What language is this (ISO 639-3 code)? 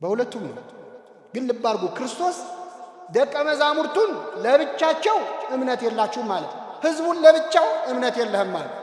amh